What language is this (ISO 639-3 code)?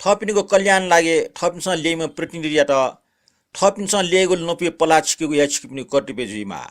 new